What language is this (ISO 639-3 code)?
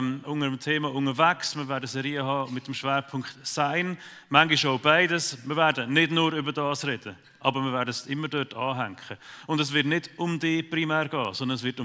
gsw